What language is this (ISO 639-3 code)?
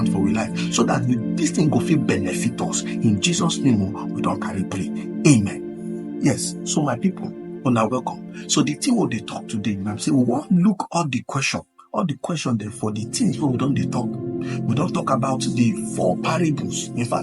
pcm